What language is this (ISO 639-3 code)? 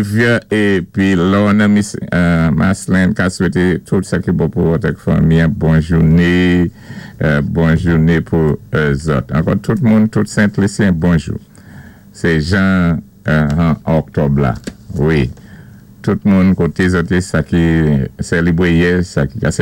acf